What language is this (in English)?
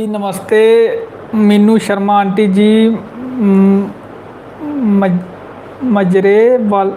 Dogri